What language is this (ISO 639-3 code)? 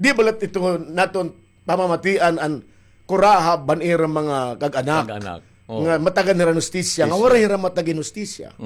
war